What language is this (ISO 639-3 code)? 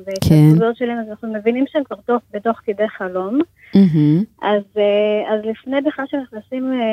heb